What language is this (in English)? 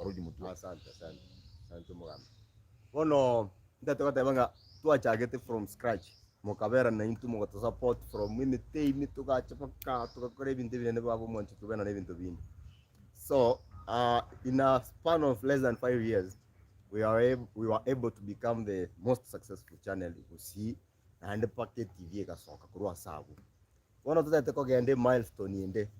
Gusii